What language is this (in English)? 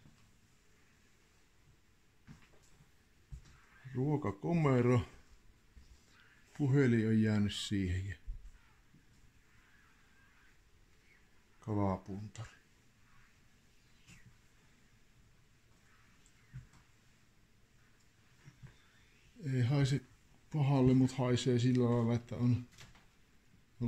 Finnish